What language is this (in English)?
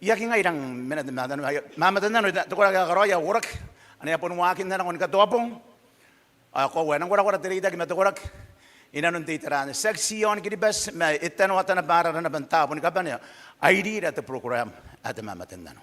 Gilbertese